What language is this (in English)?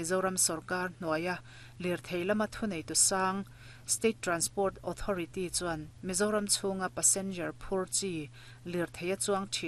Mizo